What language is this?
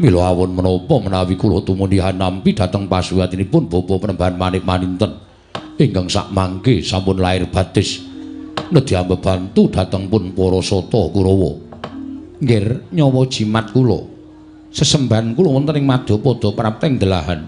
Javanese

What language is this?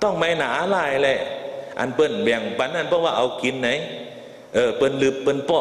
Shan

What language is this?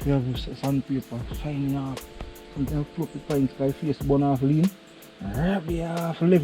Jamaican Creole English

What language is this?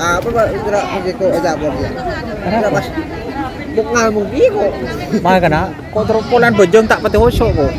Madurese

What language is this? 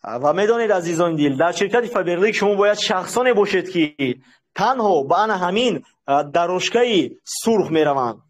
Tajik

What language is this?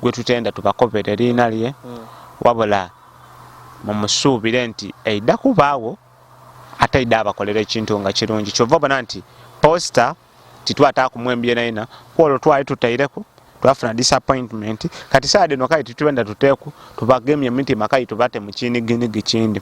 Ganda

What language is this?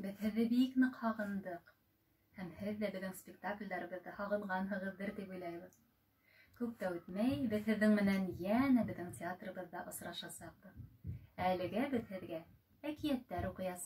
Bashkir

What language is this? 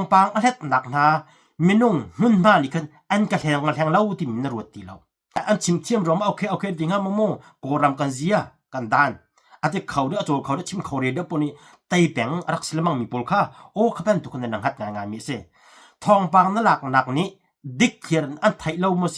Hakha Chin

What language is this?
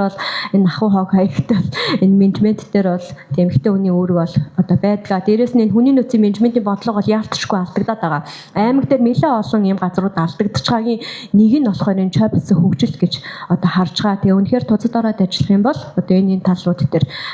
Mongolian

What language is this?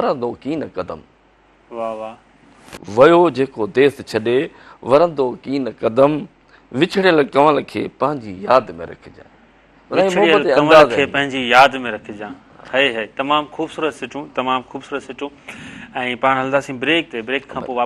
Sindhi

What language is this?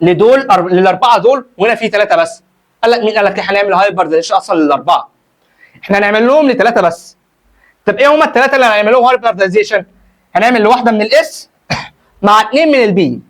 Egyptian Arabic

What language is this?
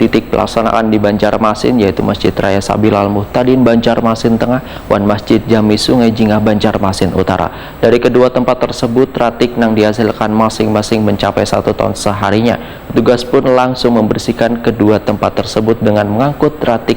Banjar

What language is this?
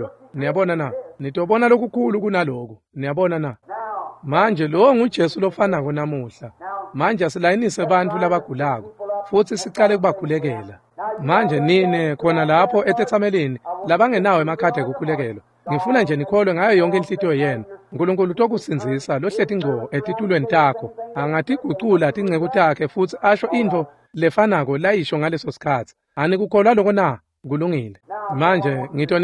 Swati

